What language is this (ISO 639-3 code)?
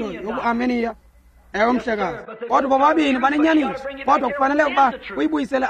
xho